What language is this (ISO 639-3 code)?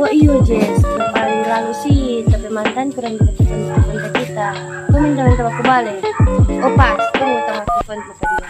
xmm